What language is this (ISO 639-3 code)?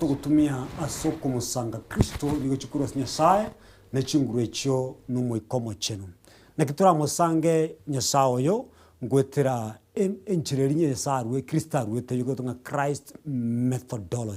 guz